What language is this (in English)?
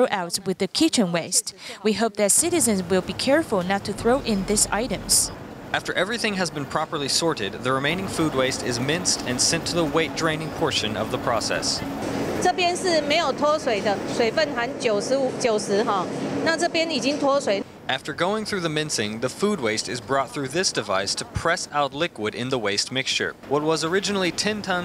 English